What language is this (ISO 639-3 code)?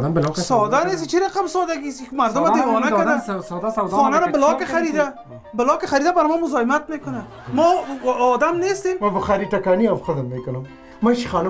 fas